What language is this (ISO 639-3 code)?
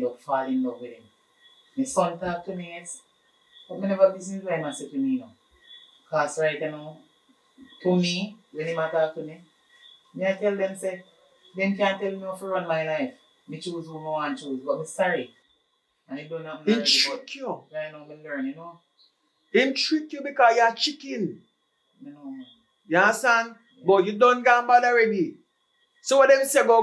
jam